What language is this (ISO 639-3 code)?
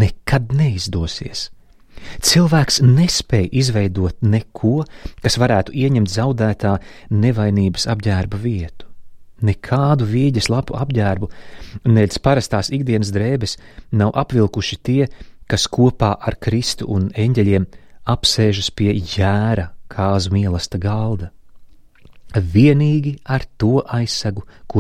lav